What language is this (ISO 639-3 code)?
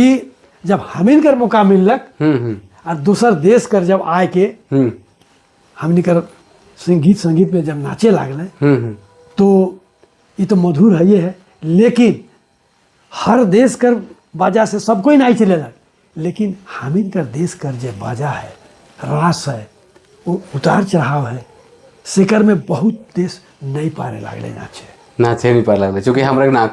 sck